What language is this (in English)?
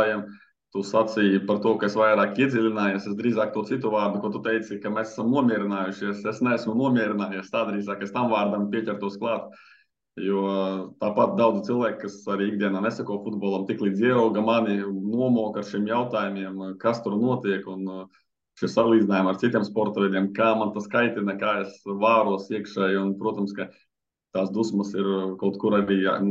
Latvian